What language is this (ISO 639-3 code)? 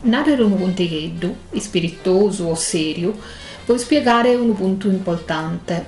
srd